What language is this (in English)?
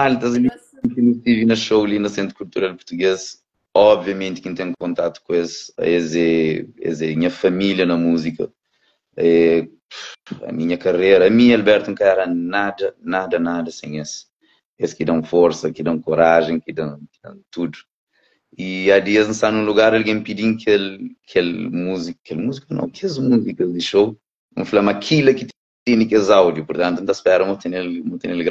Kabuverdianu